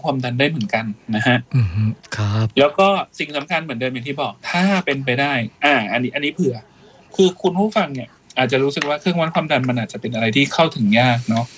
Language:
Thai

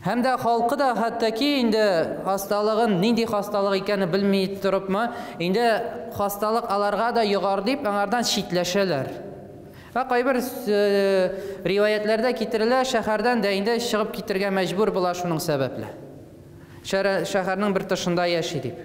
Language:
Tatar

